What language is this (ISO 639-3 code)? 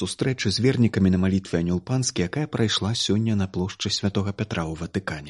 bel